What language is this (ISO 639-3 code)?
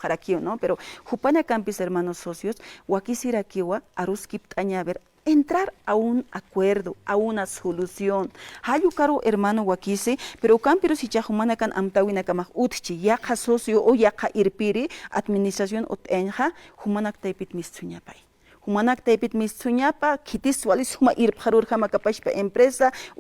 aym